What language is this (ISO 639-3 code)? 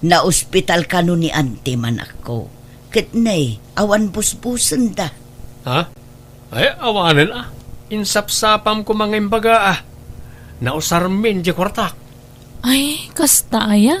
ilo